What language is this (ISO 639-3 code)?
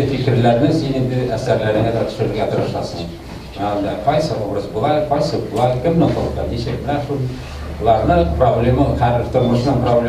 tat